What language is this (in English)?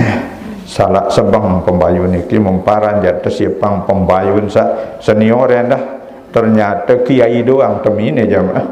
Sasak